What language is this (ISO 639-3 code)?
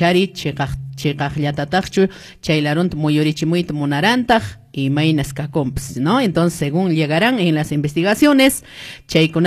que